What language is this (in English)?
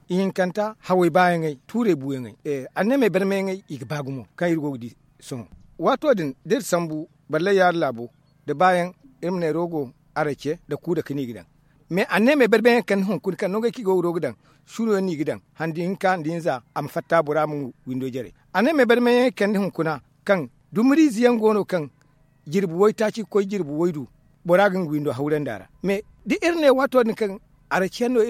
Zarma